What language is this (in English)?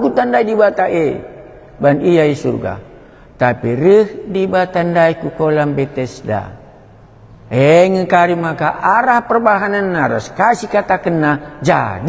Batak Karo